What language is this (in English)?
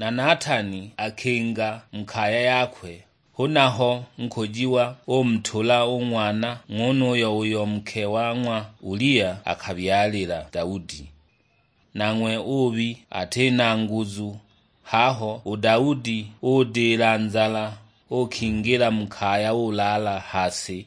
Sukuma